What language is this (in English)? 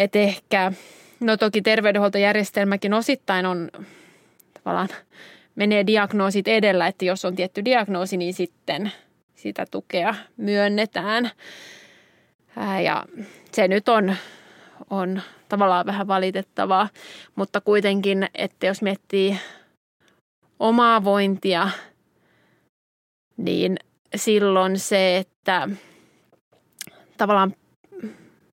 Finnish